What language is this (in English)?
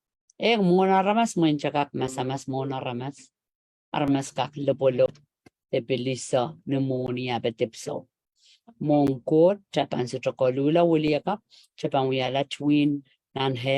Pohnpeian